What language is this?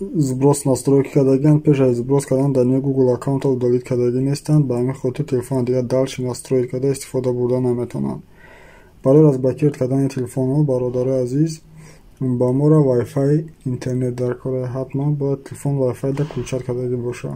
Tajik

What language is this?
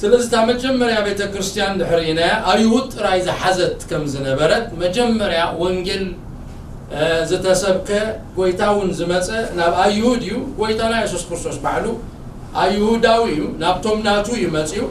Tigrinya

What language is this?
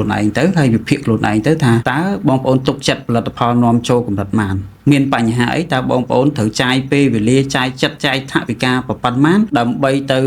Khmer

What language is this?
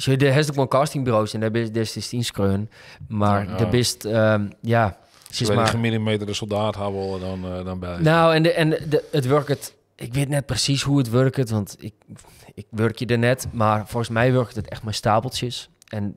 Western Frisian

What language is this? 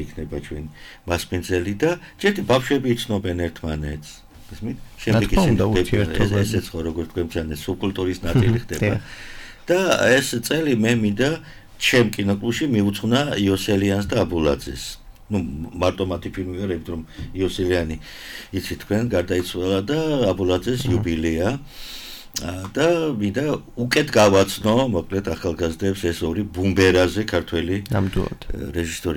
Georgian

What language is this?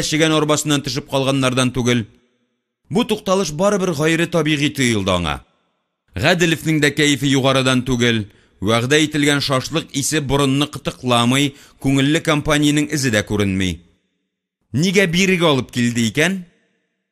Tatar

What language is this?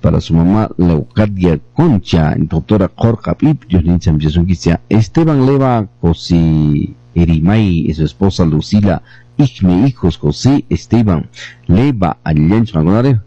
Quechua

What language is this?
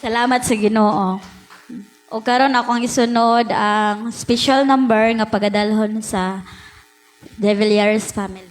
Cebuano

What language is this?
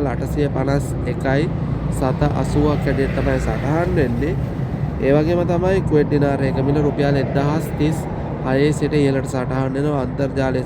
Sinhala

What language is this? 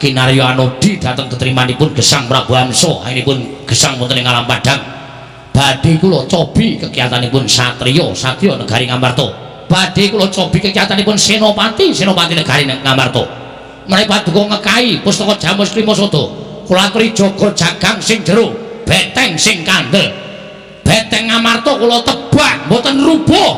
Javanese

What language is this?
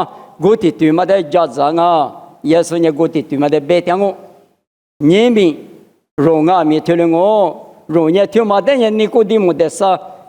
Lisu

